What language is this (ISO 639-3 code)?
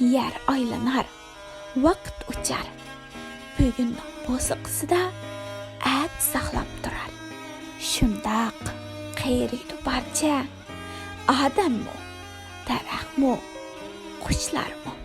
uig